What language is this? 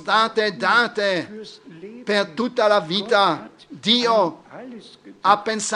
Italian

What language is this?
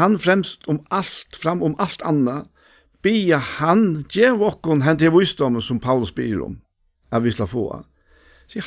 Faroese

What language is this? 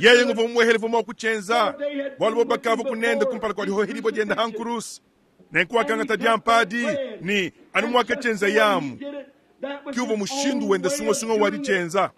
Luba-Lulua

